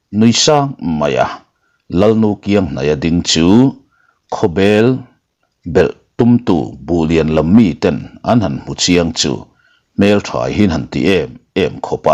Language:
Mizo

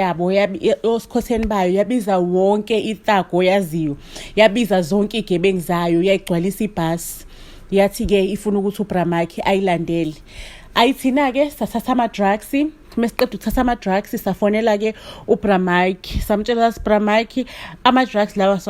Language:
Zulu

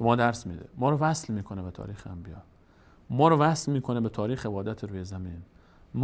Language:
Persian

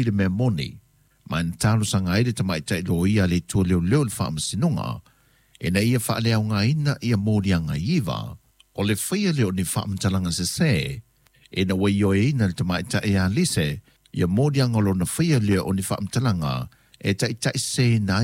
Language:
Samoan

